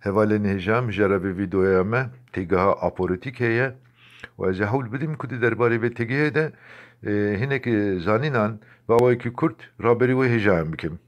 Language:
Kurdish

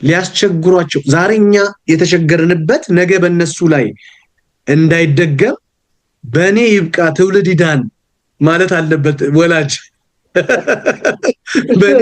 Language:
Amharic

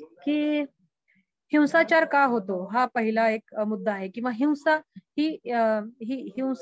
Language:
Marathi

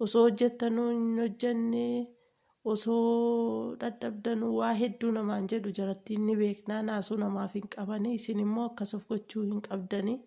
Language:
Oromo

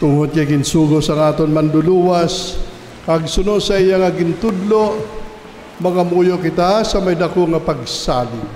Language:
Hiligaynon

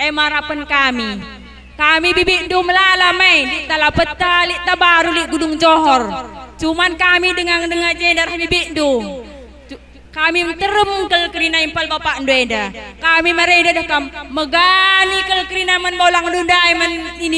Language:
Batak Karo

